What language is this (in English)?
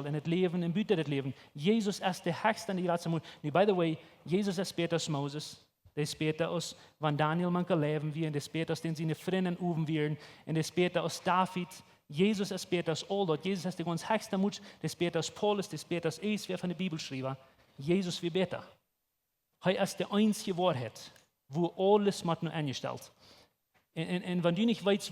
Plautdietsch